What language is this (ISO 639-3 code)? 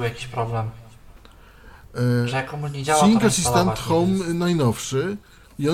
pol